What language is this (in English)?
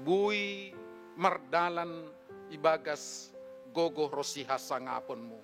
Batak Simalungun